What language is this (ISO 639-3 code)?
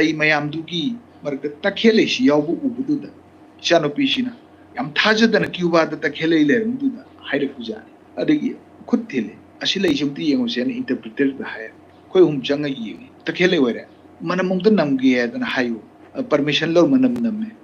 mni